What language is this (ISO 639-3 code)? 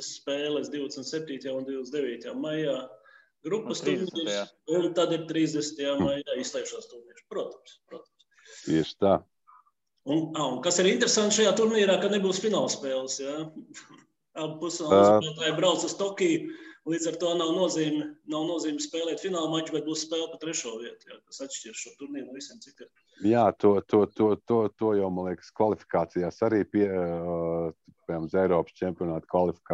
lav